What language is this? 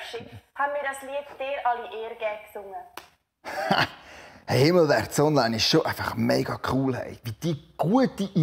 Swiss German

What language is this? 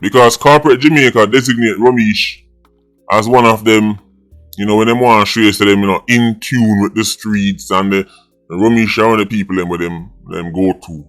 Jamaican Creole English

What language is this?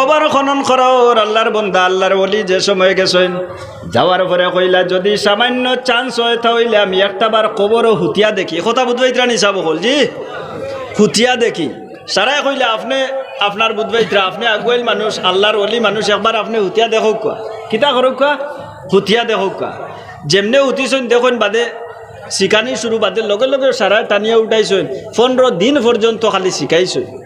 Sylheti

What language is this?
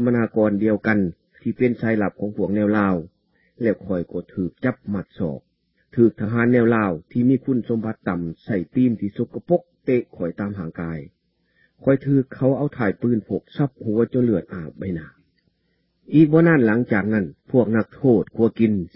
Lao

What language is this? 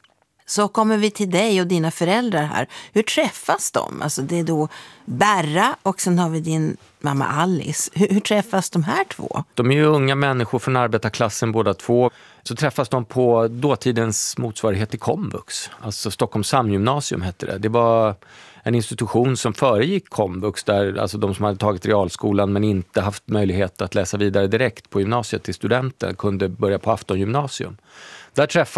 Swedish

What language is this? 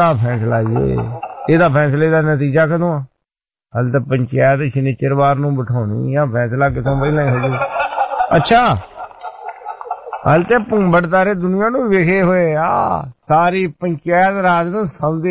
Punjabi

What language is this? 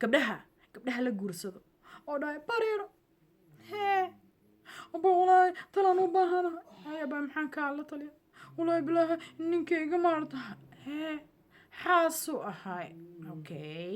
Somali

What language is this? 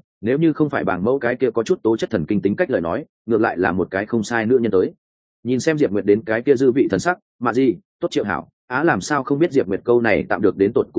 Vietnamese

